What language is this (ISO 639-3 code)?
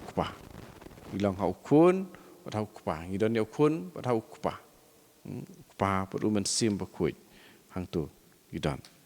kha